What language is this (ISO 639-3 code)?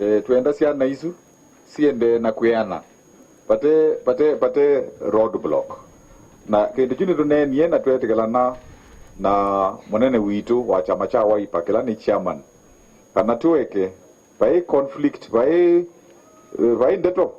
kam